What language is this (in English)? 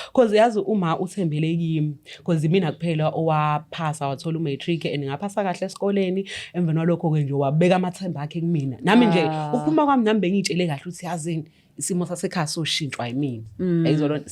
Zulu